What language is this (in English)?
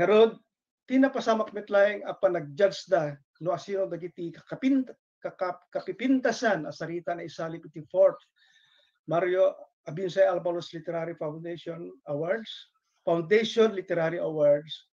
Iloko